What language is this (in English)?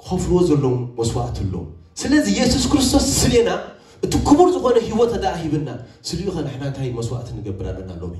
Tigrinya